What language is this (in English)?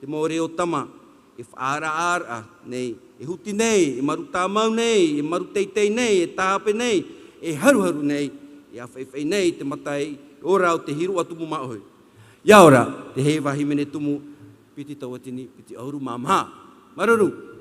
Tahitian